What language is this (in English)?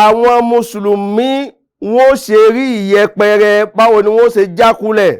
Yoruba